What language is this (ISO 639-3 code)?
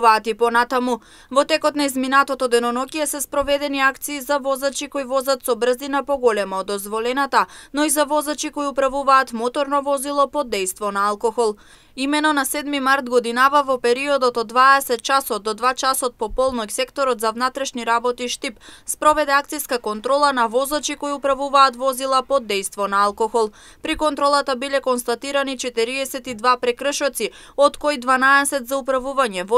mkd